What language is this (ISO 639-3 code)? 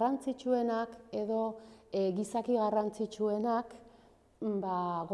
eus